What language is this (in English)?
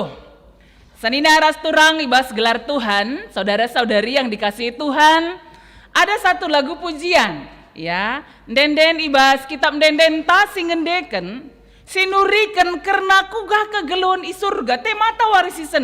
Batak Karo